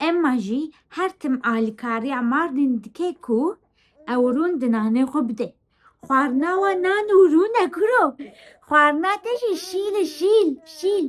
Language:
Kurdish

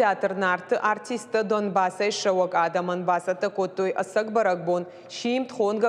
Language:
Ossetic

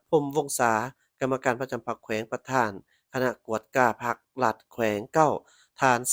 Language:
Lao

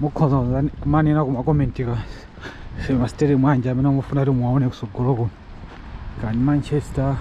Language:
Nyanja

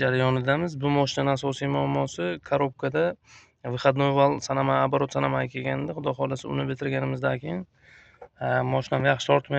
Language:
Uzbek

